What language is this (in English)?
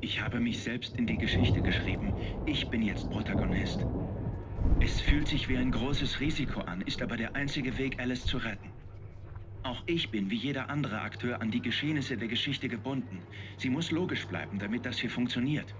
Bavarian